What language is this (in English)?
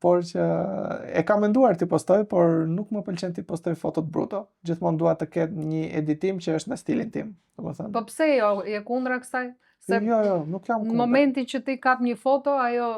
Albanian